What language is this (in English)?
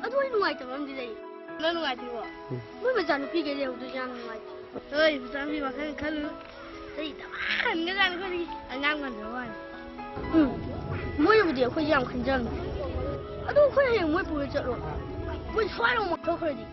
Manipuri